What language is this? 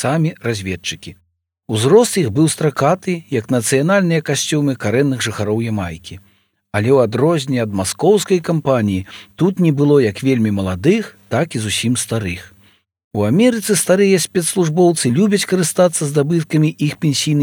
Belarusian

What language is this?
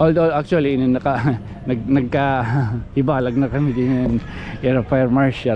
Waray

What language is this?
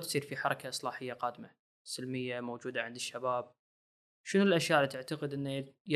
Gulf Arabic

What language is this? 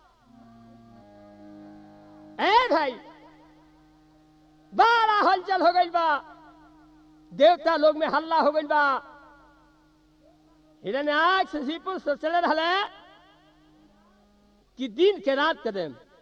Bhojpuri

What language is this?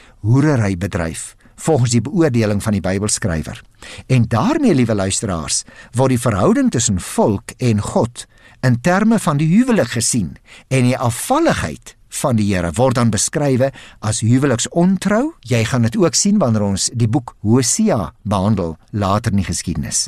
Afrikaans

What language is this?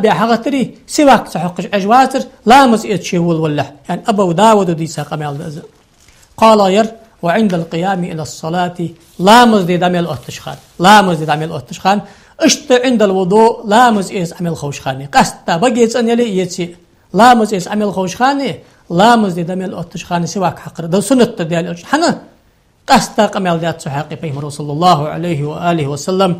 Ingush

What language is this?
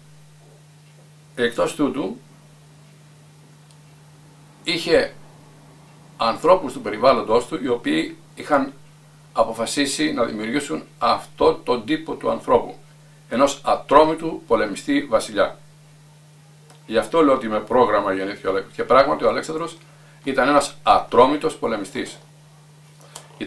Greek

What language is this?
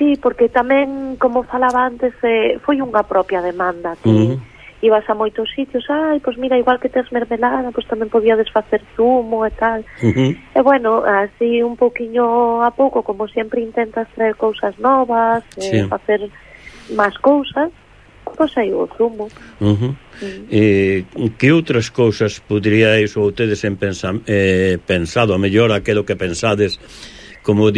Galician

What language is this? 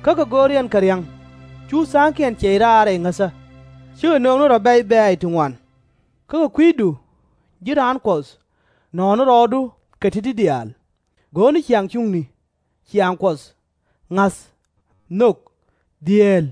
Nuer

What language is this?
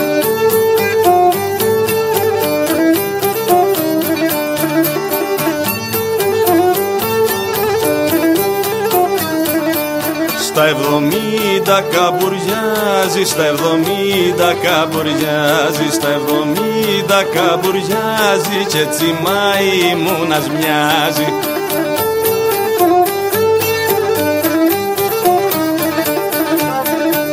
Greek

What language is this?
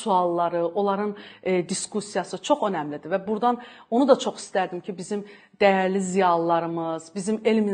Azerbaijani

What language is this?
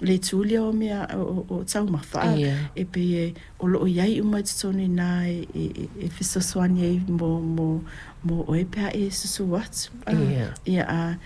Samoan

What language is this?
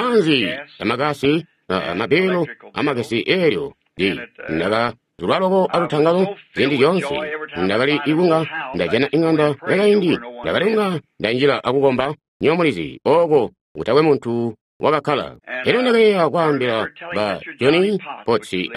Tonga (Zambia)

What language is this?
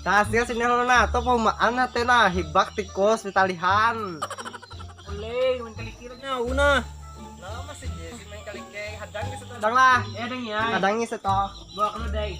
Banjar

